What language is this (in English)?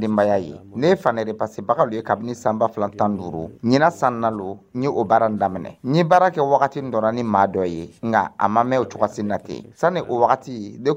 Dyula